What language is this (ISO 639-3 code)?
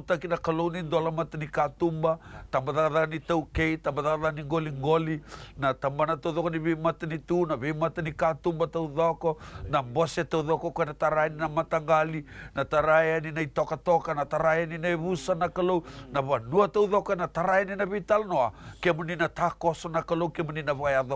fij